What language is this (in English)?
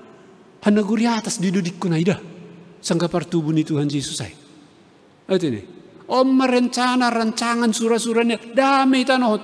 Batak Simalungun